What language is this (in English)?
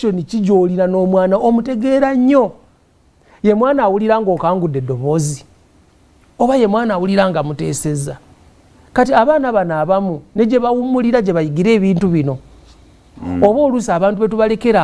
Ganda